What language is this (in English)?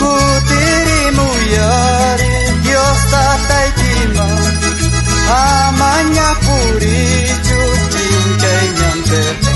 South Bolivian Quechua